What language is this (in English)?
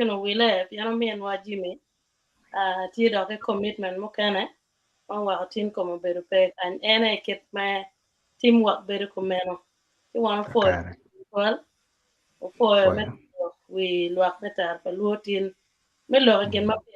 Acoli